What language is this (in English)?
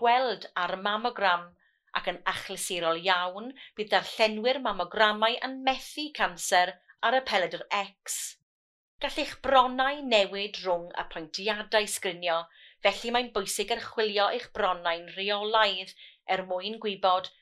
Welsh